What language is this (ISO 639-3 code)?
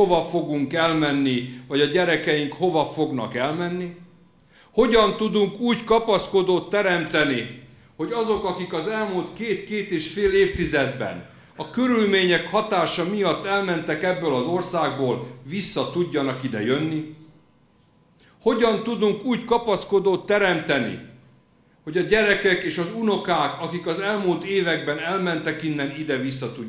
hun